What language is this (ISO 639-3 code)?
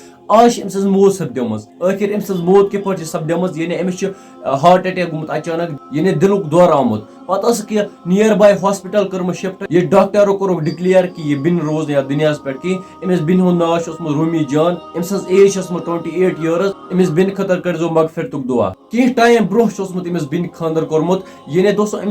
kas